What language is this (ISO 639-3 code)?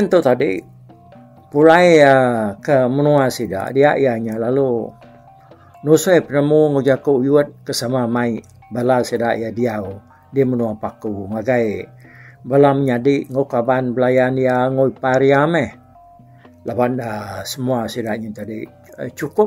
iba